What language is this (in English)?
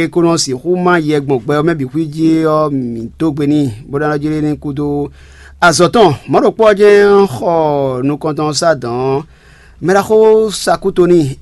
Fon